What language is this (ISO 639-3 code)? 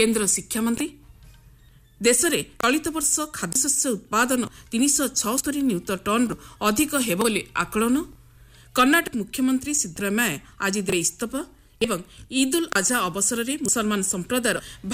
ori